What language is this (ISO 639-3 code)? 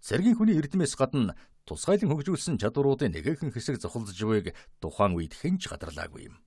mon